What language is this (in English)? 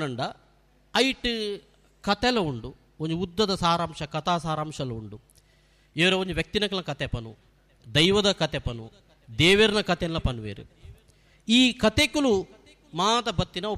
Tulu